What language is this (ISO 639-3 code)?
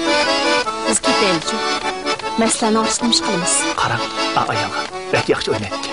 uig